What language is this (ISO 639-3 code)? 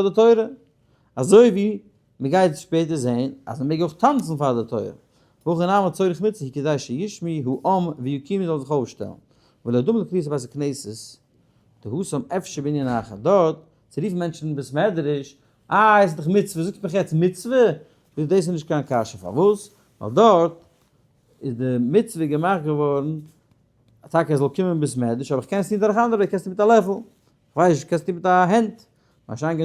yid